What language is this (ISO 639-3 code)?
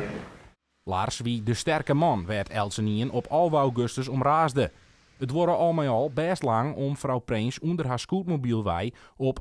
fry